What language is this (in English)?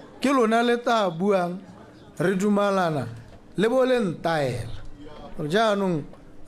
Tswana